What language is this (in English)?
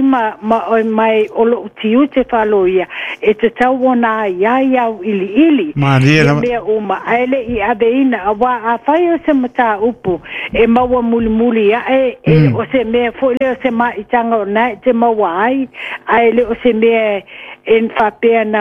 Samoan